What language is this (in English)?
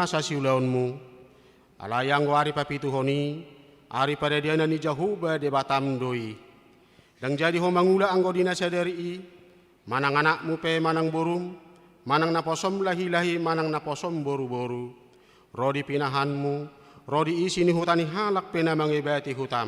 Batak Toba